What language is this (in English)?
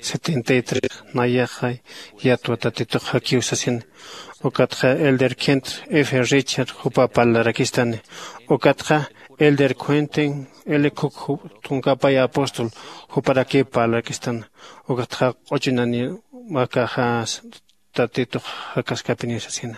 Aymara